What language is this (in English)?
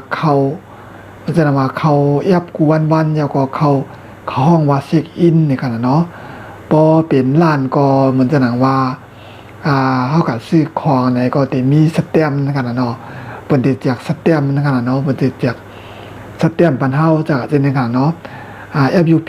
Shan